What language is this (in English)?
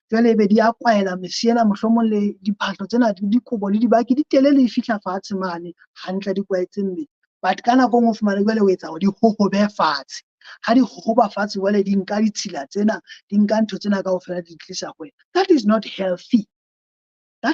Southern Sotho